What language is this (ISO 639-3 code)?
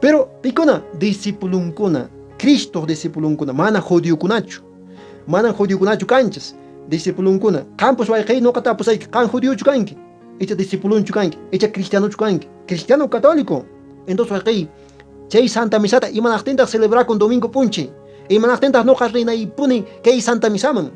que